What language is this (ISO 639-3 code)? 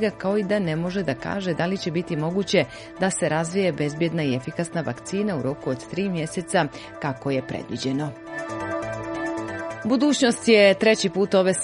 srp